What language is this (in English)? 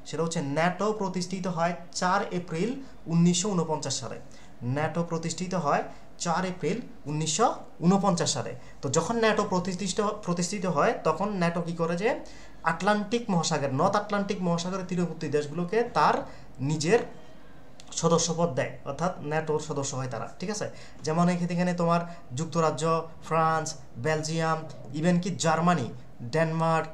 Bangla